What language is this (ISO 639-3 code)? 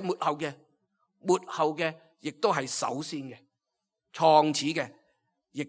yue